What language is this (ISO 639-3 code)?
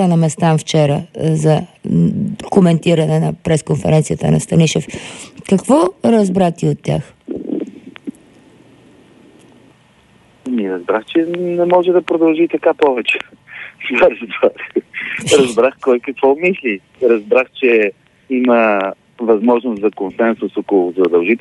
bul